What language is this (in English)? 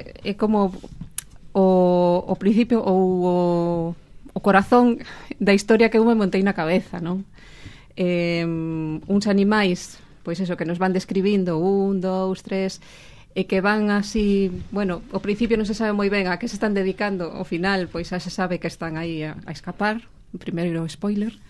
Galician